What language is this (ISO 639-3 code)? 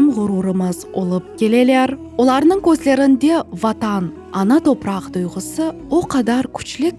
crh